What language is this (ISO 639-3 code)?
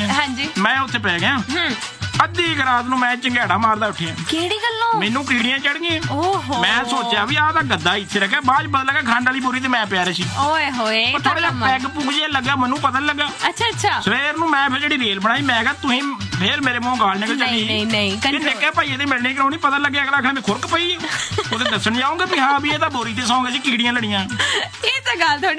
pan